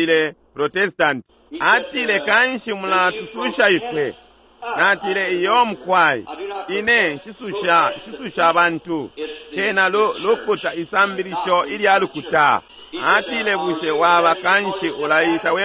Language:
Bemba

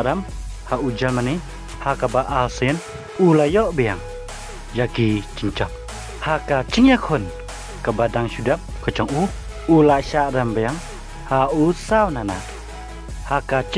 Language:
Khasi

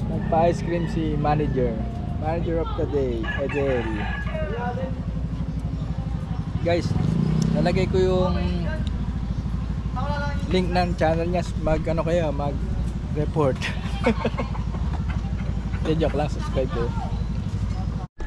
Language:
Filipino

